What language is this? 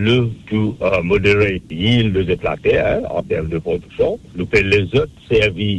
Morisyen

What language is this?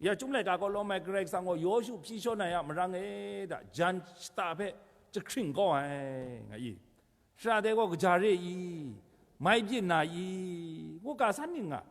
Kachin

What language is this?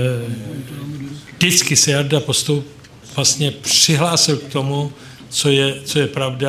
Czech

